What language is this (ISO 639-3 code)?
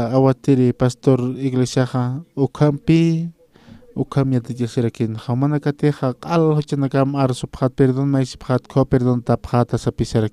aym